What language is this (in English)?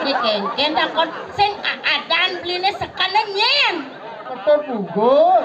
Balinese